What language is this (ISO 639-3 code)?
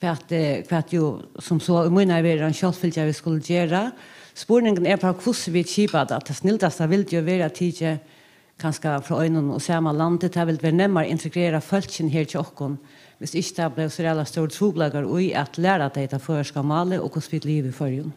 fao